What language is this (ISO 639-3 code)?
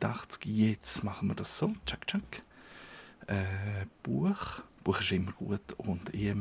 gsw